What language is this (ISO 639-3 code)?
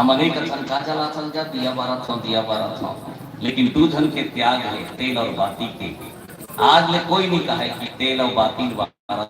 hne